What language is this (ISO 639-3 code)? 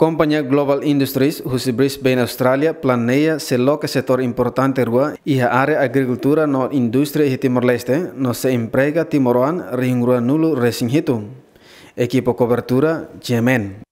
tet